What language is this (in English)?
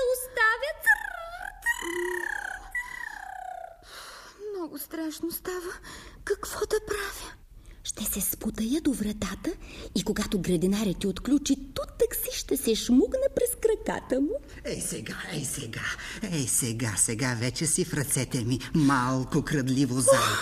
Bulgarian